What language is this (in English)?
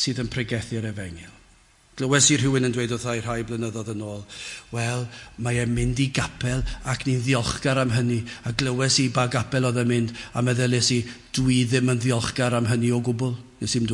Welsh